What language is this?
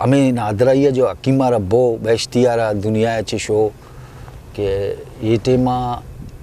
Eastern Balochi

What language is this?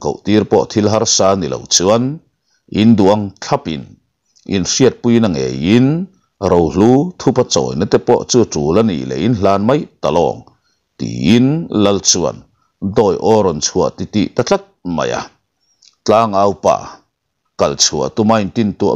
Mizo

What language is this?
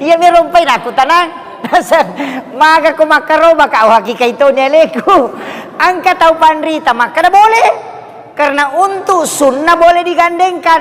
Buginese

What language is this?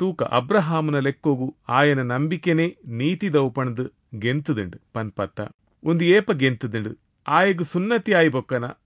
Tulu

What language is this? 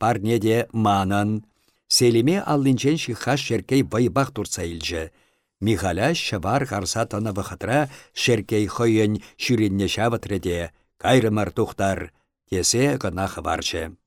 Chuvash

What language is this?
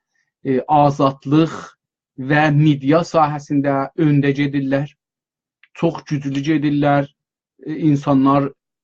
South Azerbaijani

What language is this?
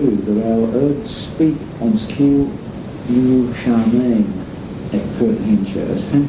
Manx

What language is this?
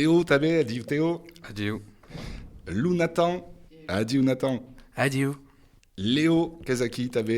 Occitan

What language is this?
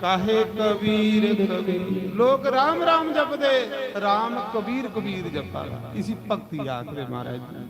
Dogri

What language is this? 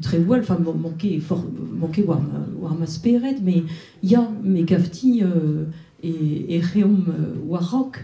Breton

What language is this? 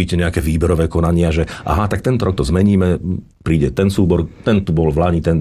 Slovak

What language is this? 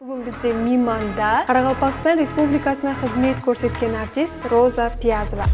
Kara-Kalpak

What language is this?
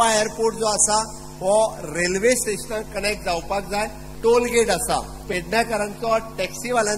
Konkani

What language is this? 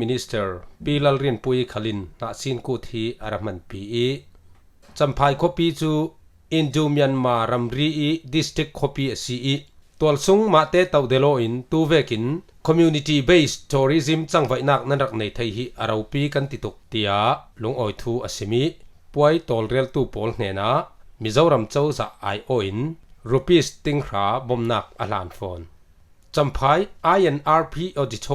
Falam Chin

